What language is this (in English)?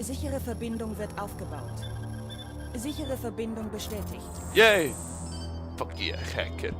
Swiss German